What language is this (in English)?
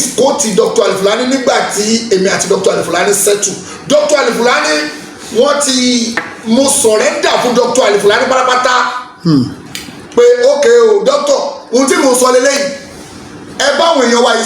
Yoruba